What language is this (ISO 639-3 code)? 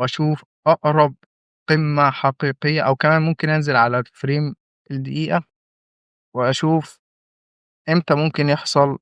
arz